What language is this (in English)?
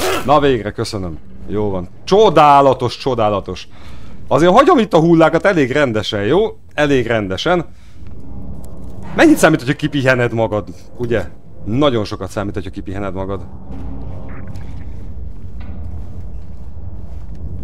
Hungarian